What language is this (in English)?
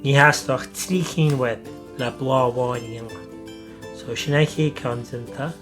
Irish